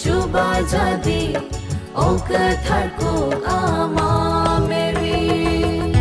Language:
Kok Borok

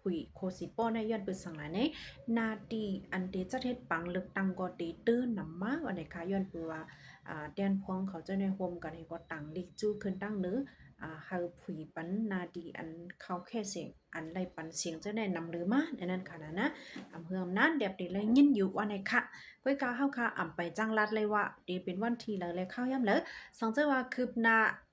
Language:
Shan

